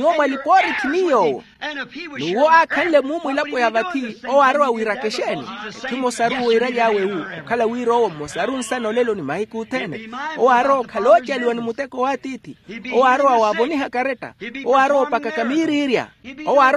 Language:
Makhuwa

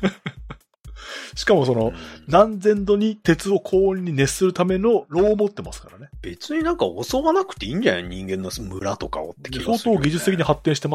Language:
Japanese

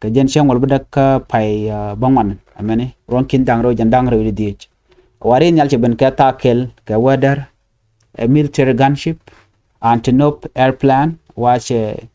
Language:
Nuer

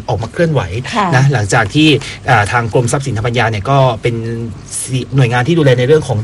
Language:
Thai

